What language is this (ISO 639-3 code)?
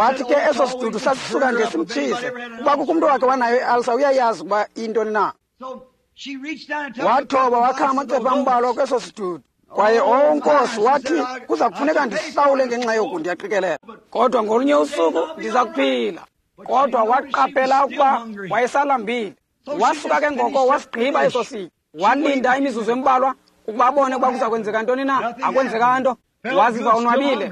xho